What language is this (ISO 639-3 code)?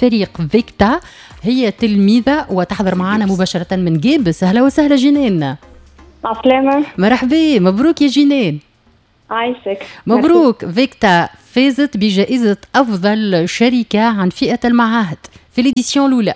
aeb